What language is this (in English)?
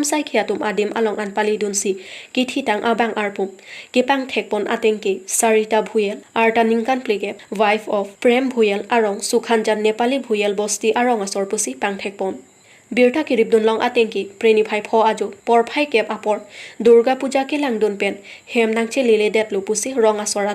Karbi